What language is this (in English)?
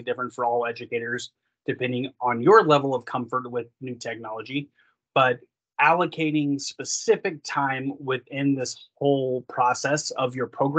English